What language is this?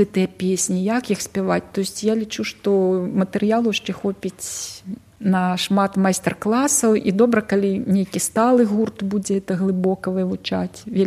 Belarusian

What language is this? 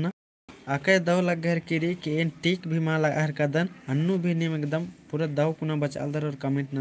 Kurukh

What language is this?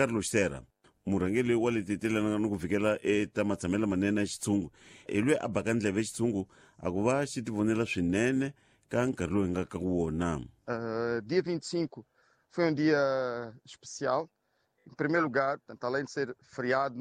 Tsonga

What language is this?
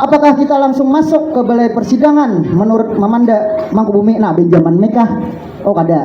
Banjar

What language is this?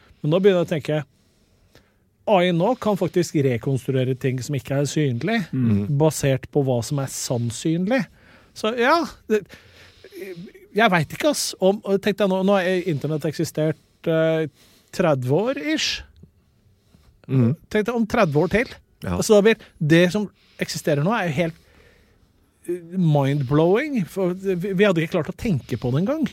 Norwegian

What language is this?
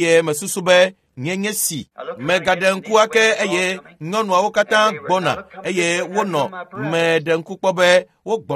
Ewe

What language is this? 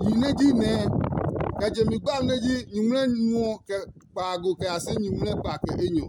Adangme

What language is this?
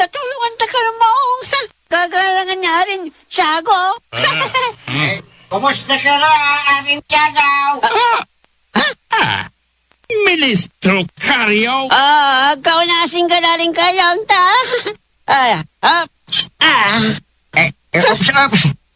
Pangasinan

